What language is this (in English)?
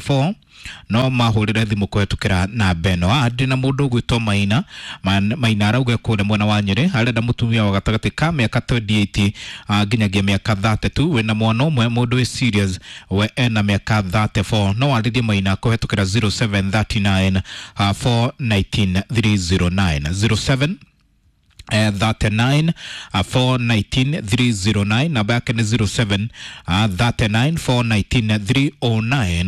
Kikuyu